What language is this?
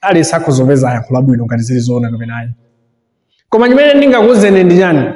Nyanja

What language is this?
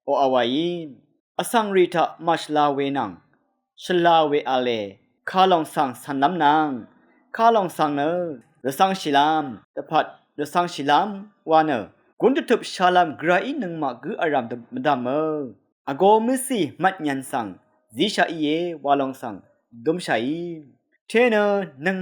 Rawang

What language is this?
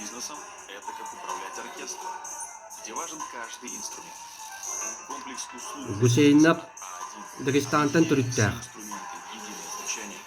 Yakut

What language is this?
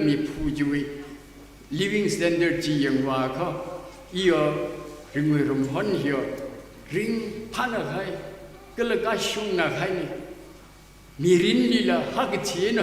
Tangkhul Naga (India)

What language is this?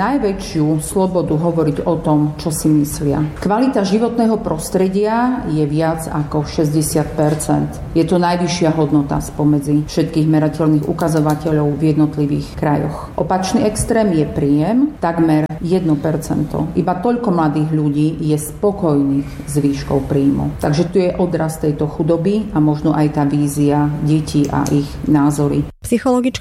Slovak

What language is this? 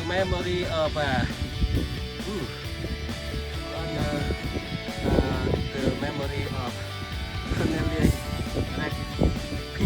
Central Mnong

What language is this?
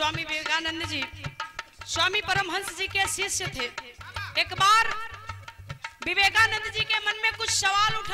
Bhojpuri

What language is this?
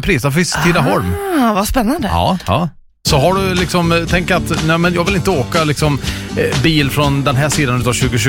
Swedish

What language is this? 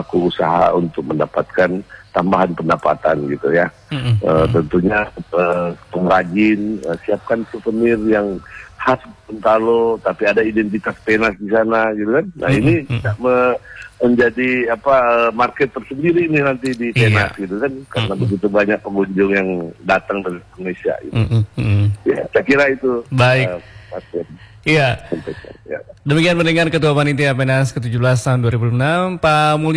Indonesian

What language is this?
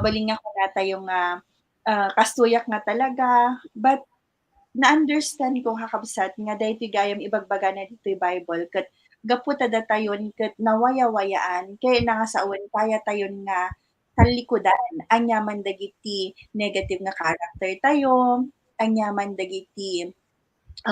Iloko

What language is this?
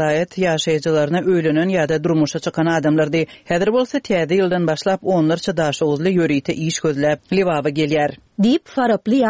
Turkmen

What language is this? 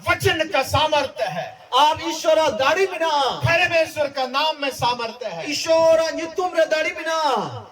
Santali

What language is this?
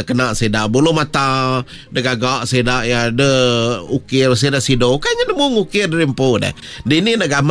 Iban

